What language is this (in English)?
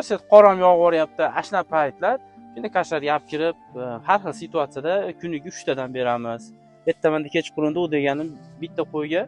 Uzbek